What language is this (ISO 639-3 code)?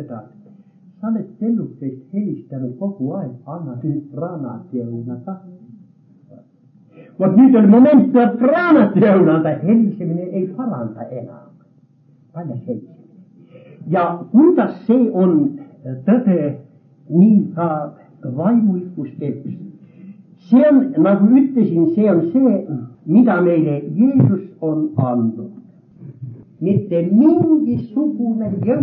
est